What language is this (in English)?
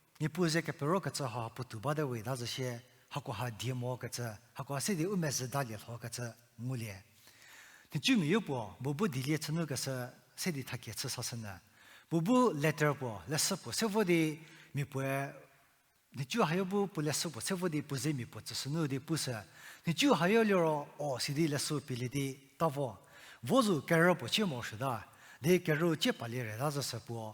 Angami Naga